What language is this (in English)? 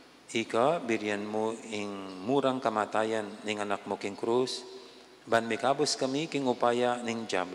Pampanga